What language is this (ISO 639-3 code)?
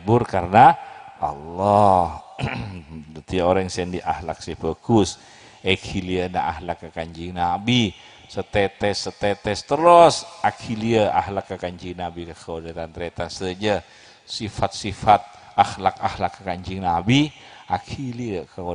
mad